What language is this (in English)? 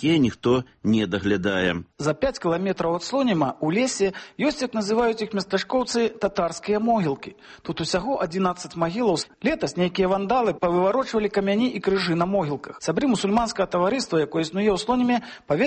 Belarusian